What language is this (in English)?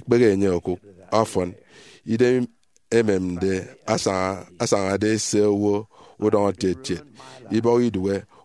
Efik